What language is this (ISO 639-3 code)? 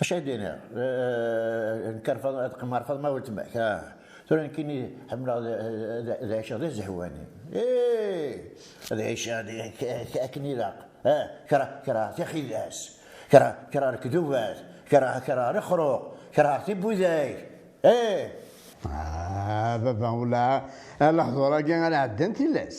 kab